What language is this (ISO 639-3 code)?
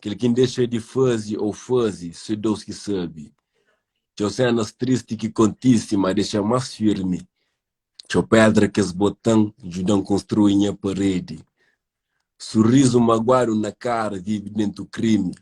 kea